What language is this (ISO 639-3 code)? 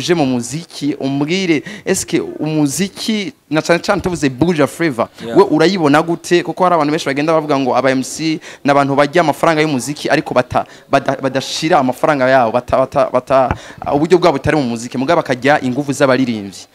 run